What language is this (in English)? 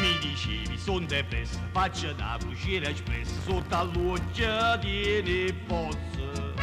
Neapolitan